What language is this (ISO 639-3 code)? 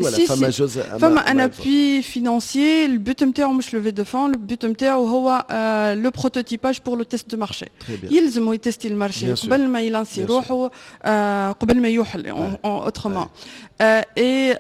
aeb